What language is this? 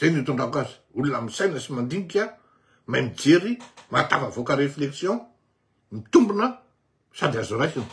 Malagasy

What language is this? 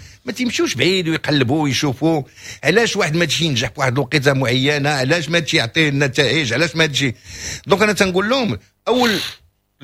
Moroccan Arabic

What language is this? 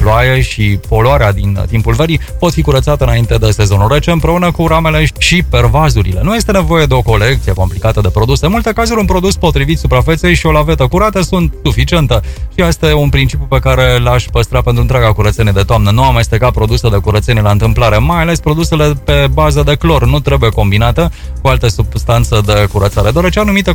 Romanian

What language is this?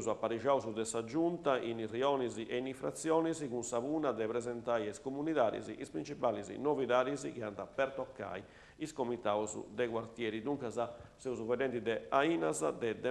Sardinian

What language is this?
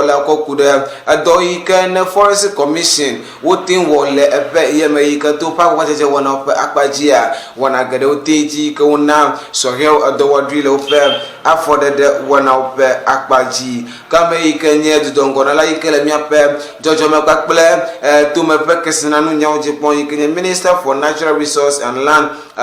Ewe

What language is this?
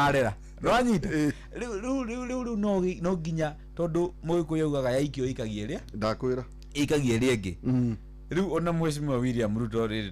Kikuyu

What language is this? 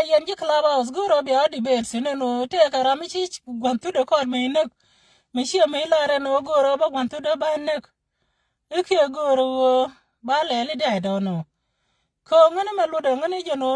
Nuer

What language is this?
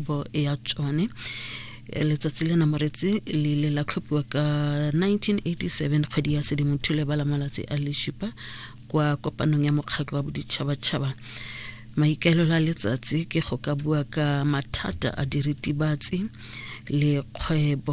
Tswana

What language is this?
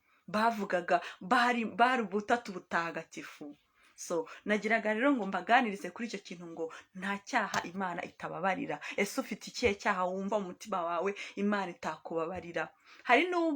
Kinyarwanda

